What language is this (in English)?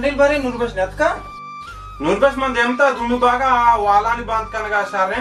Baluchi